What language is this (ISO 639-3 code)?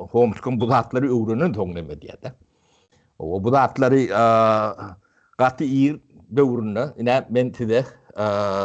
tuk